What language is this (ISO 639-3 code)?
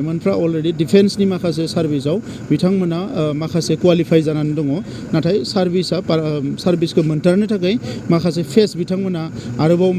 brx